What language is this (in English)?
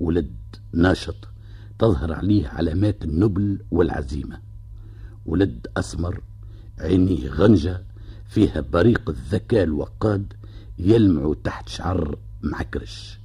Tunisian Arabic